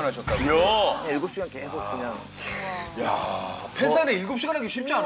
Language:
Korean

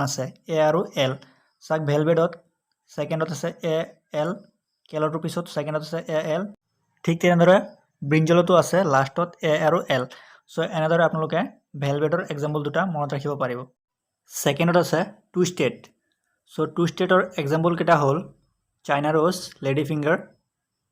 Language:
Assamese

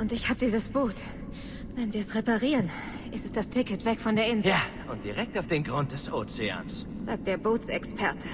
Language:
Bavarian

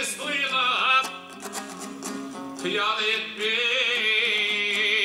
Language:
Kazakh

